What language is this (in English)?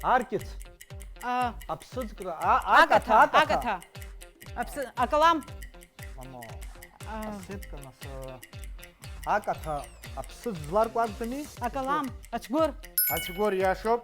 Abkhazian